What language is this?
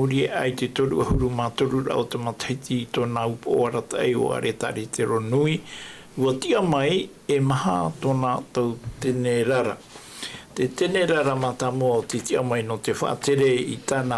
Tahitian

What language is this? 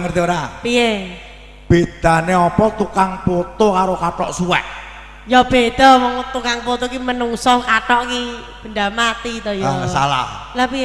Javanese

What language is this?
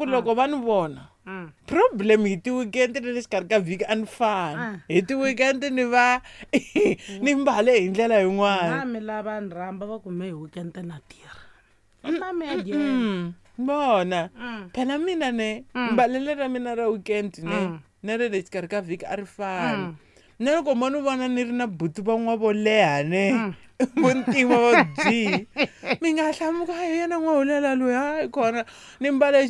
Tsonga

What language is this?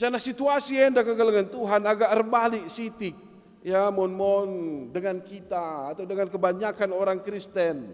Batak Karo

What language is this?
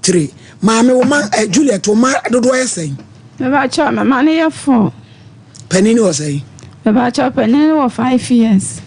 Akan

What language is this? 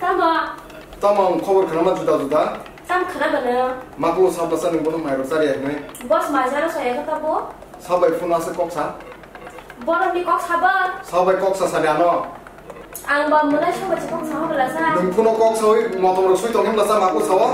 Kok Borok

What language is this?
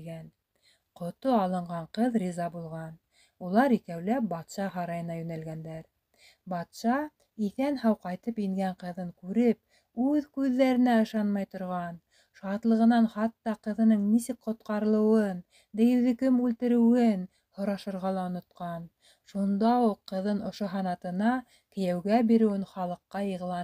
Bashkir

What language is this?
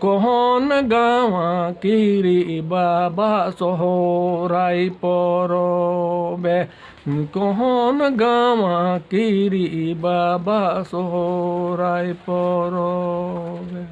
Santali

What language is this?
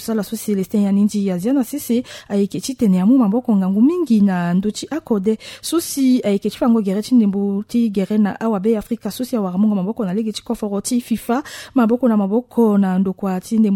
Sango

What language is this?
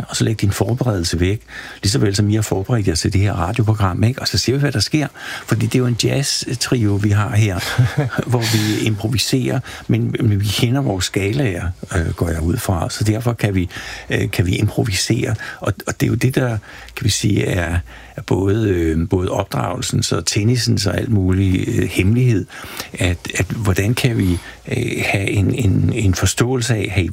Danish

